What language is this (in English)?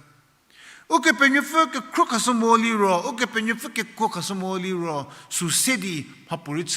Angami Naga